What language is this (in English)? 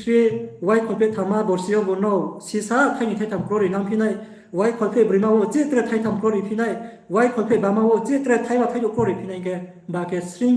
Riang (India)